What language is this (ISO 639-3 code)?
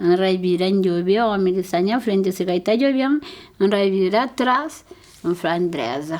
kea